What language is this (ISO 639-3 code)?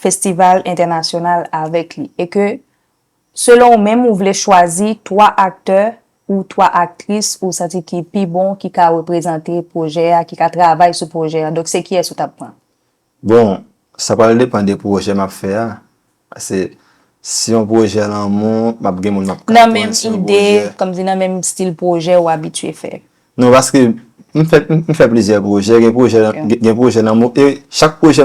hat